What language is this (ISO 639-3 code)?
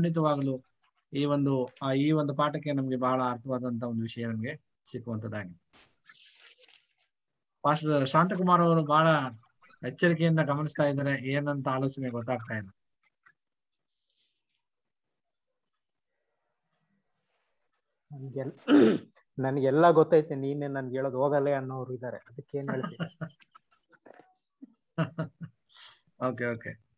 kan